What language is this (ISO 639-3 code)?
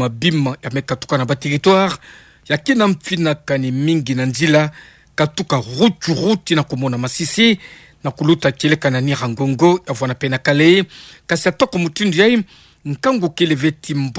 ktu